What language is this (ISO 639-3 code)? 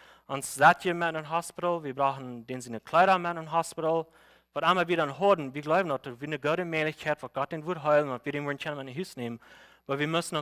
pdt